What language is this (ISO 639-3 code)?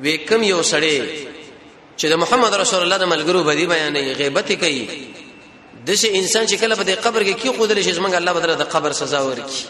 pus